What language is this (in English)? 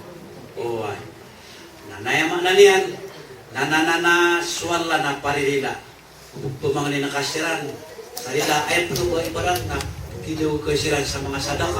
Maranao